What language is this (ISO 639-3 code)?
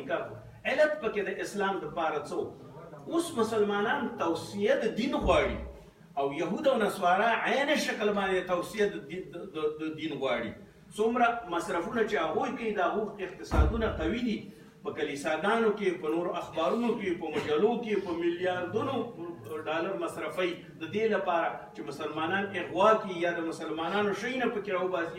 pus